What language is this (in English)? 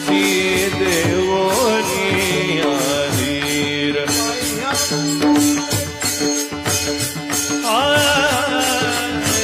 Marathi